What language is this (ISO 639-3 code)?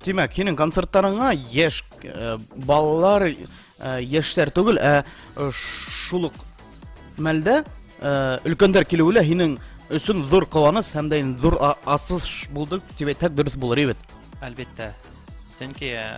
bak